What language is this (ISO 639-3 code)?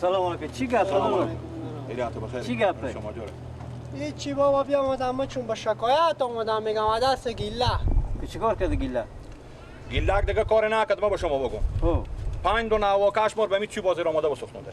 fas